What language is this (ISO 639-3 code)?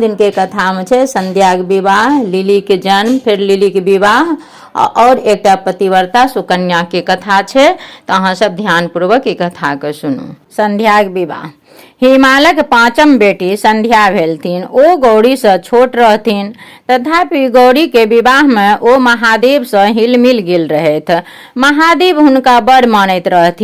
mai